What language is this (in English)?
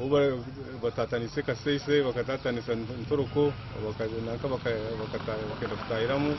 Nyankole